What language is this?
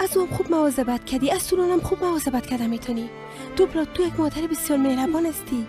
Persian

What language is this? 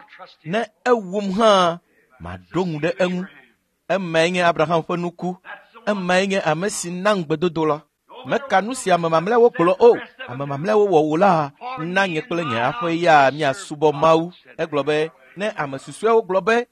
Ewe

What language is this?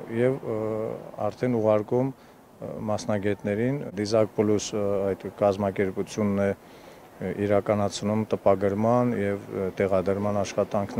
Armenian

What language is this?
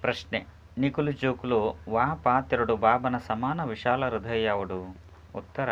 Tulu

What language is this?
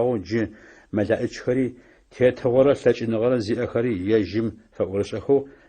Adyghe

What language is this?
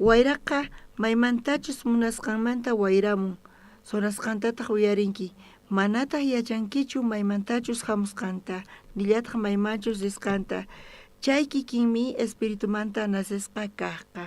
South Bolivian Quechua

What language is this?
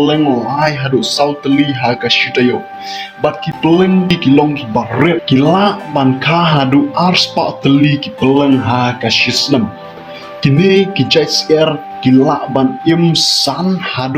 Khasi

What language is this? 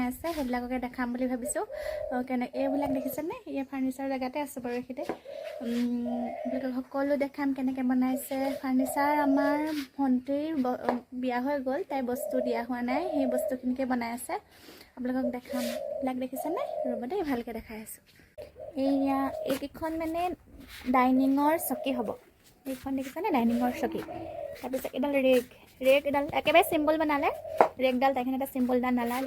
Assamese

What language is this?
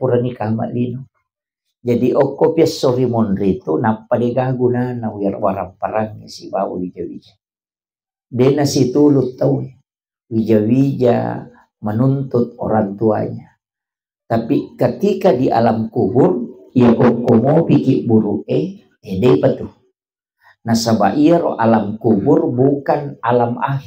Buginese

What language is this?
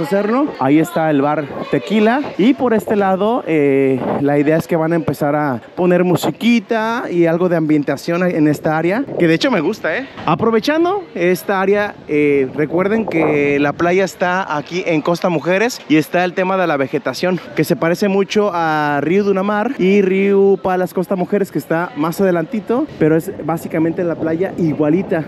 Spanish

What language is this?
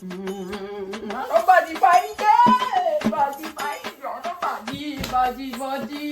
Kok Borok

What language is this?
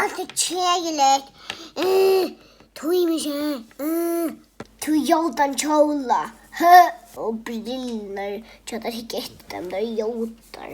Faroese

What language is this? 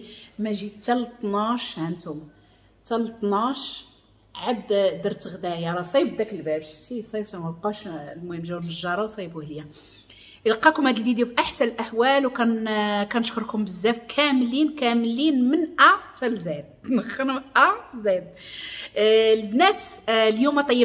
Moroccan Arabic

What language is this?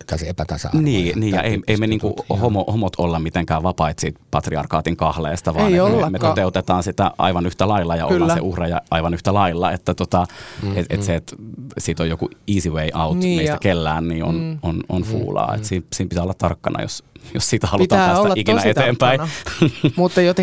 Finnish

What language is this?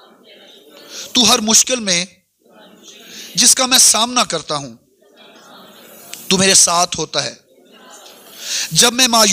Urdu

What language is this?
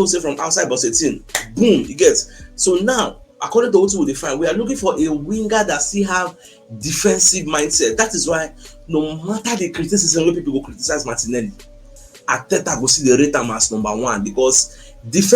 Nigerian Pidgin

